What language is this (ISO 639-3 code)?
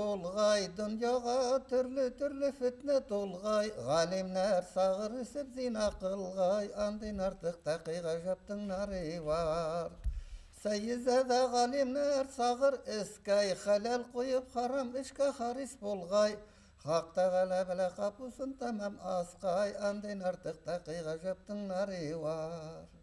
bak